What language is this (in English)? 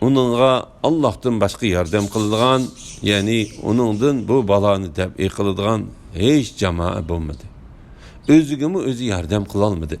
Uyghur